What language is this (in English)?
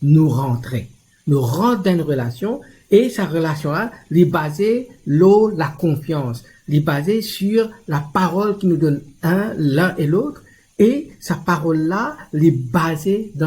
Morisyen